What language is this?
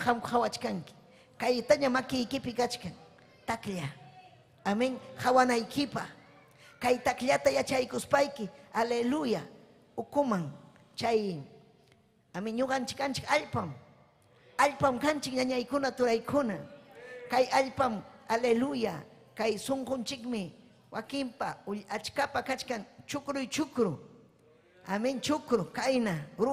Ayacucho Quechua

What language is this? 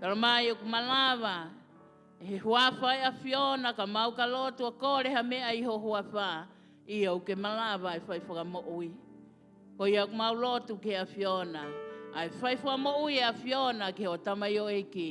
Tongan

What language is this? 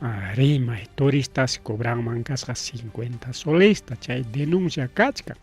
Ayacucho Quechua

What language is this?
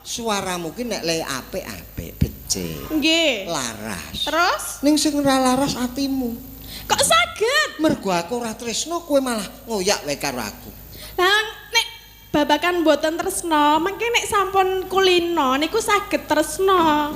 Javanese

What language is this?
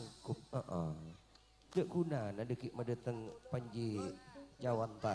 Madurese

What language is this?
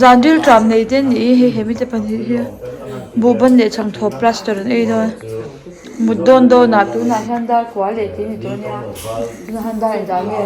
Mizo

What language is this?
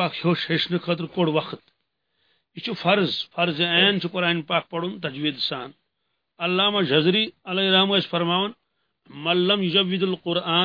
Kashmiri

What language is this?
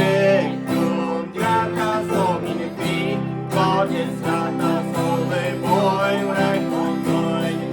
Plautdietsch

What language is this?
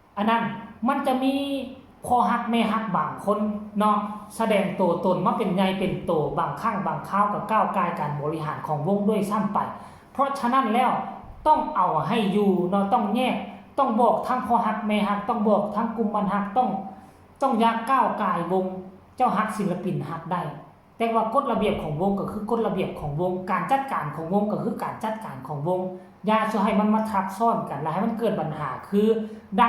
Northeastern Thai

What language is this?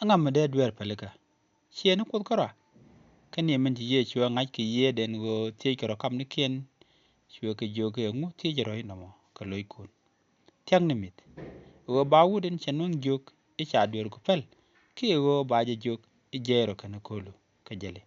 Nuer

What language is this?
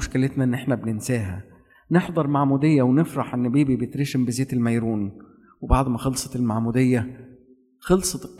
Egyptian Arabic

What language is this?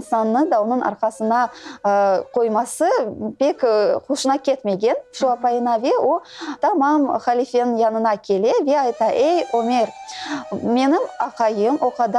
Crimean Tatar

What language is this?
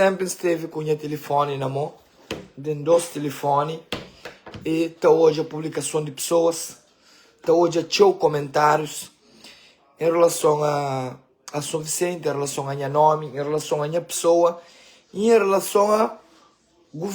Kabuverdianu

